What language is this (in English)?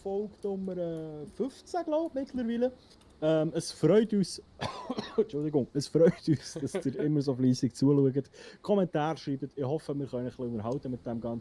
Swiss German